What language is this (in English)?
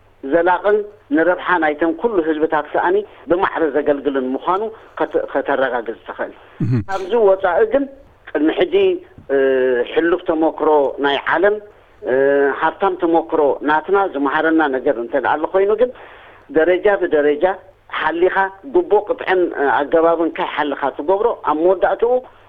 Tigrinya